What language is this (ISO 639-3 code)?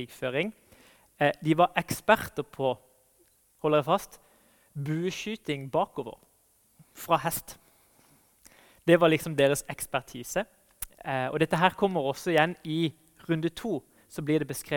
nor